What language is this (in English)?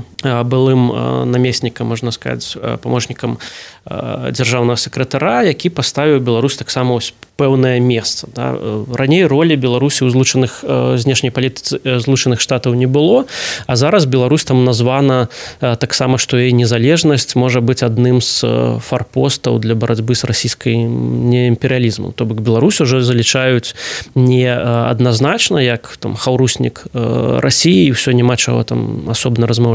Belarusian